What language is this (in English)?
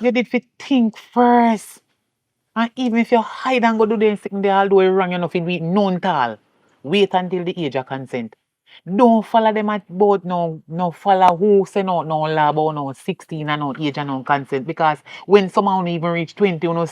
Jamaican Creole English